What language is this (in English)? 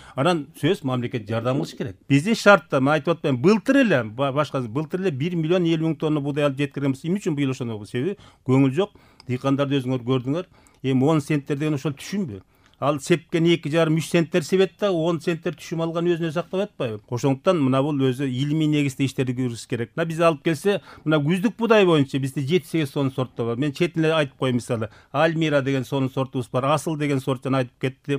Kyrgyz